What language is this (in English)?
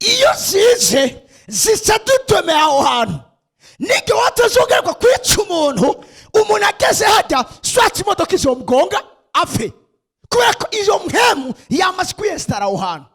Rundi